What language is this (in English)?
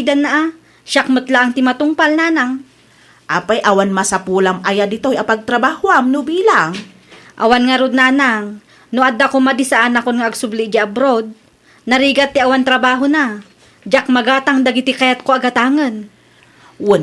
Iloko